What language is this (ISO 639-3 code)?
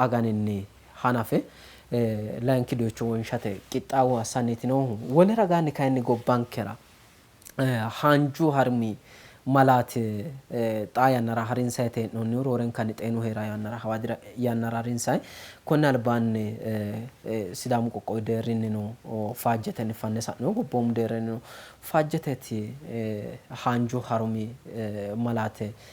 sid